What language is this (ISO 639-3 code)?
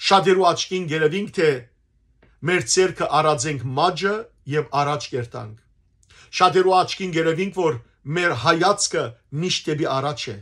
hyw